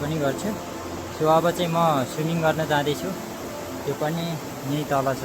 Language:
Nepali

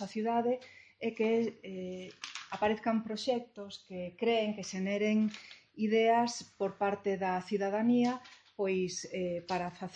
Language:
Galician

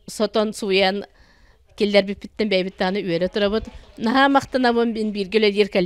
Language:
Yakut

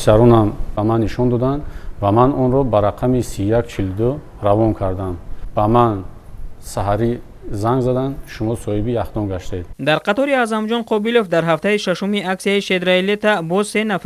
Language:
Tajik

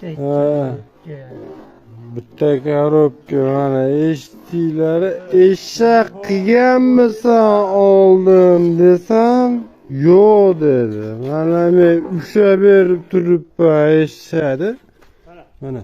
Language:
Uzbek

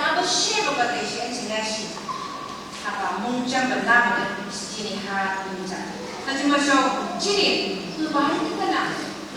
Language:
Phom Naga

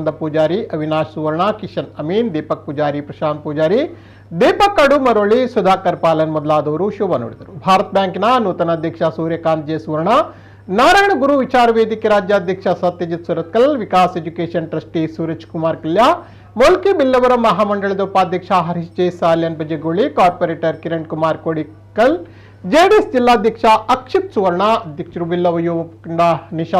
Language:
Tulu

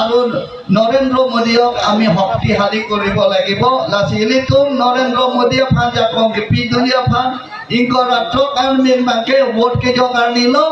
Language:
Karbi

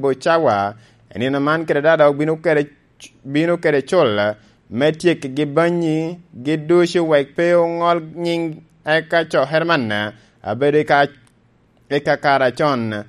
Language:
Lango (Uganda)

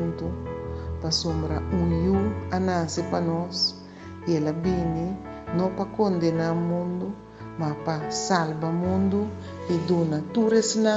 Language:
Papiamento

